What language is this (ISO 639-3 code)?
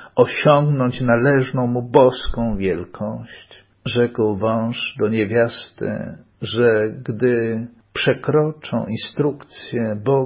pol